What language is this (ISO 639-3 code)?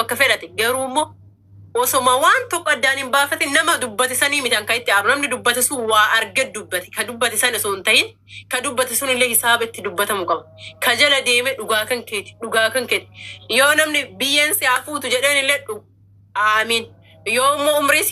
orm